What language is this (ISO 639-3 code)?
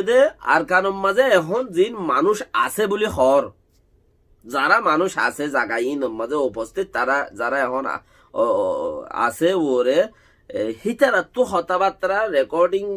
rhg